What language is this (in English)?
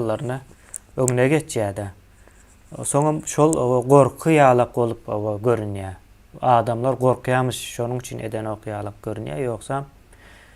Turkmen